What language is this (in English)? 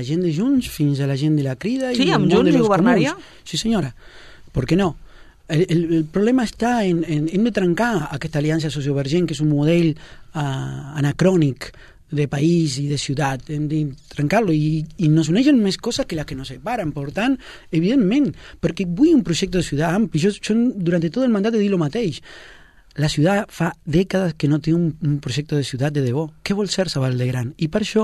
Catalan